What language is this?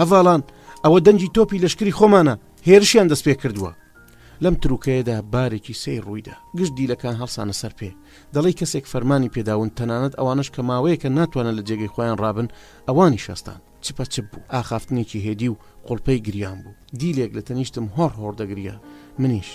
Central Kurdish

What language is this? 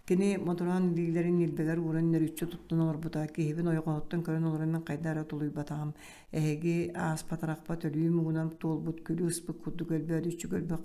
Yakut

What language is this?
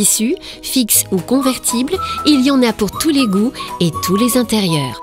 Morisyen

